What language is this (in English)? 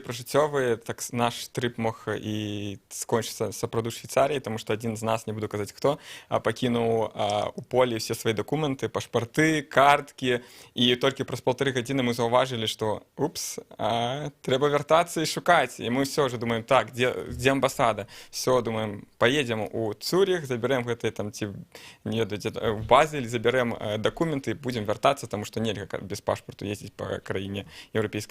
Belarusian